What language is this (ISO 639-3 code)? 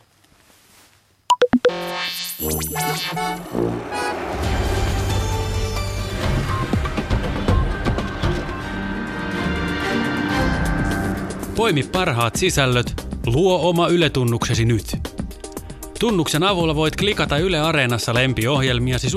fin